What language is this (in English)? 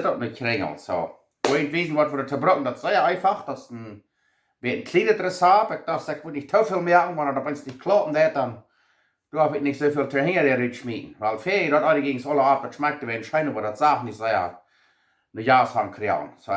Plautdietsch